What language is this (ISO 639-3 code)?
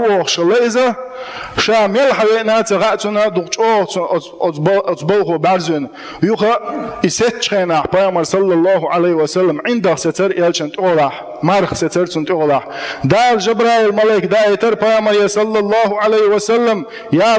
che